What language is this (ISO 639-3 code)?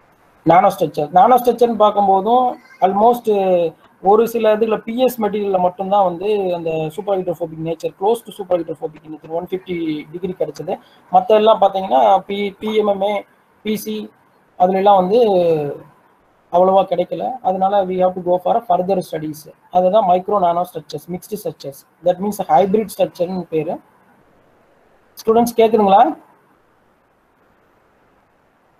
tam